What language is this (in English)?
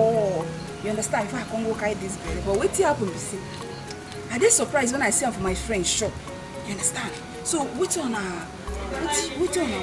Nigerian Pidgin